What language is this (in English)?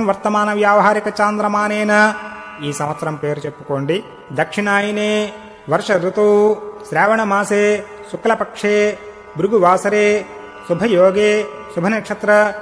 Telugu